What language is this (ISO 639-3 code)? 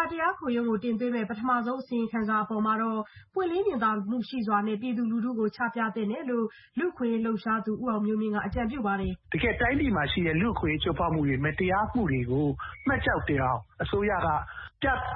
mya